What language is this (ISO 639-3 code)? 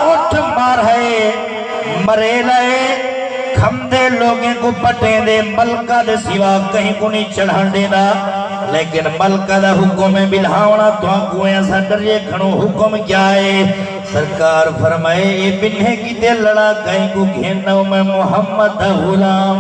skr